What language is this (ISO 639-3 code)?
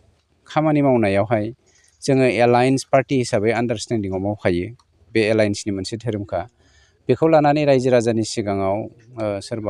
brx